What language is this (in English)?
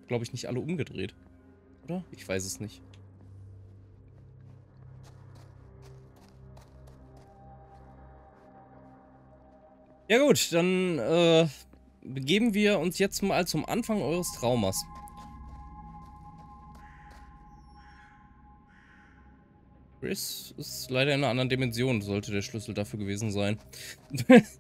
German